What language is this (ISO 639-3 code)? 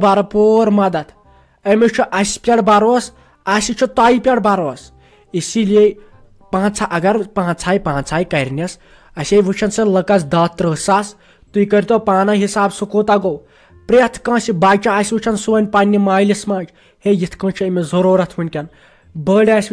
kas